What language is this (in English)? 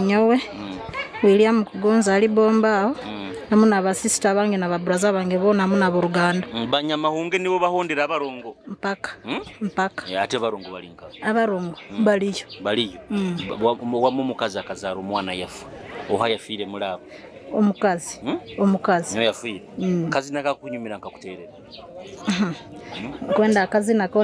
Nyoro